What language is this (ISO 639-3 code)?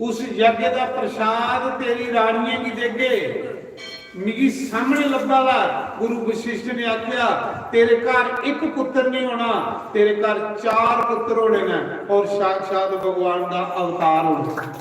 doi